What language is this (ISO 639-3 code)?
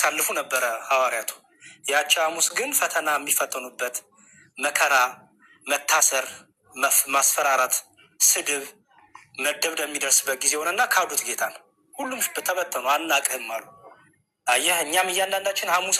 amh